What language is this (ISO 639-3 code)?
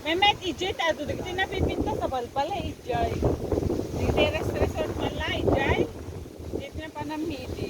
ilo